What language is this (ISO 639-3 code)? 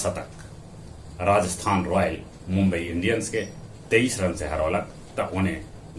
mag